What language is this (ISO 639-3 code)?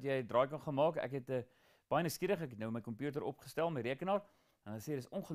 afr